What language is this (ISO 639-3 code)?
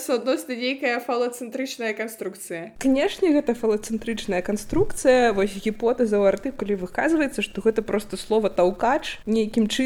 bel